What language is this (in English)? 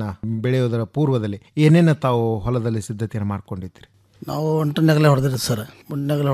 Kannada